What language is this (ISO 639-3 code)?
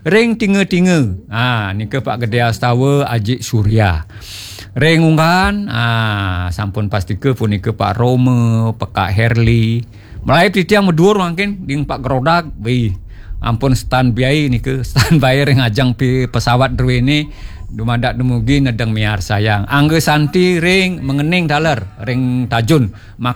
ban